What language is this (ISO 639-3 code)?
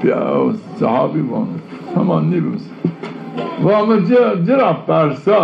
zza